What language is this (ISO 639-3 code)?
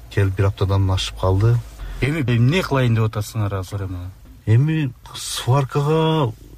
kir